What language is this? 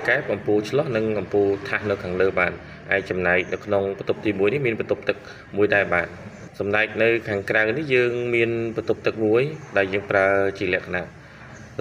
Khmer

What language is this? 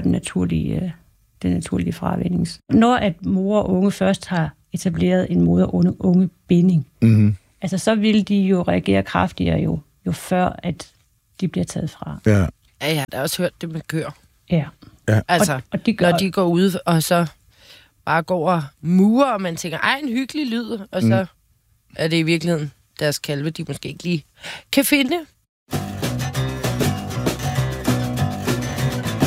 Danish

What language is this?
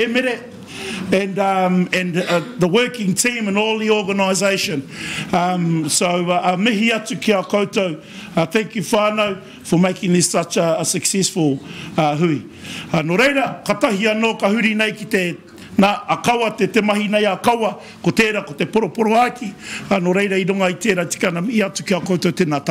Māori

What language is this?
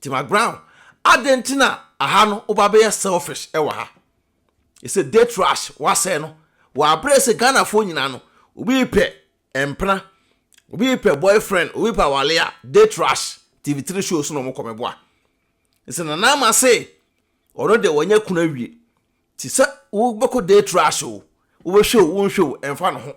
Akan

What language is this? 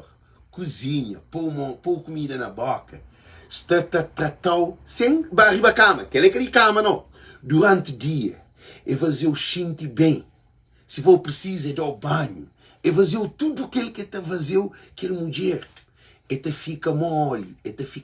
Kabuverdianu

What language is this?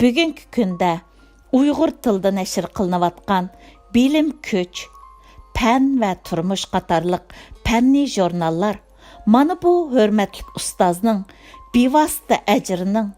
Uyghur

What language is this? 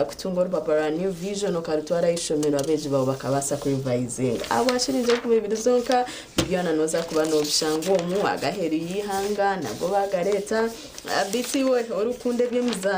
Nyankole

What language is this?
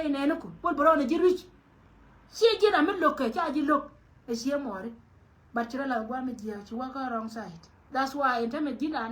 Nuer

